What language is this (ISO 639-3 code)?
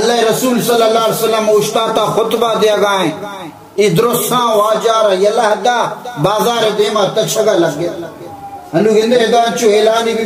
bal